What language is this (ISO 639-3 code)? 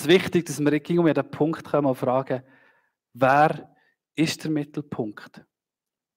gsw